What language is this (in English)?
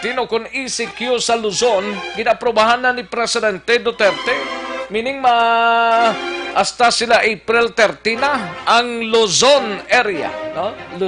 Hiligaynon